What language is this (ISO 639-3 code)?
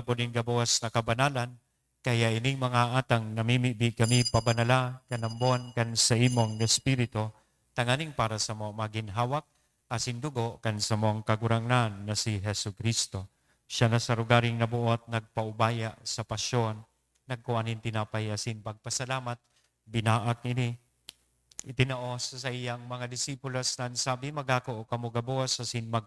bik